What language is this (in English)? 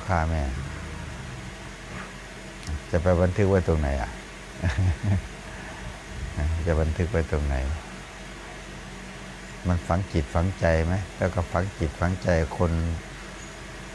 Thai